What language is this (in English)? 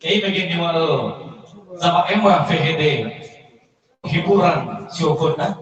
Nias